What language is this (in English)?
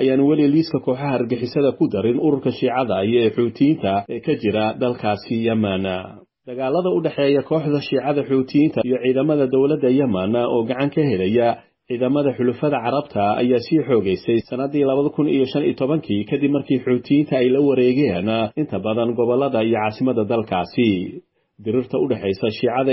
Somali